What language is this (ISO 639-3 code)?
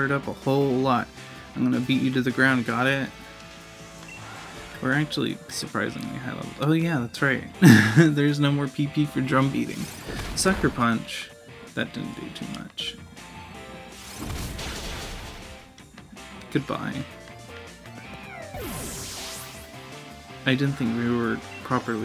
eng